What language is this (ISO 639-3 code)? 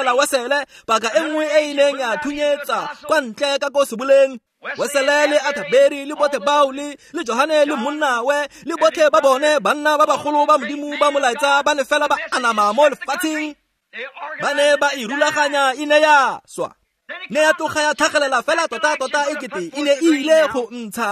tsn